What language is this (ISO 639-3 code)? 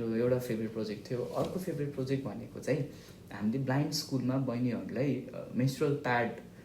nep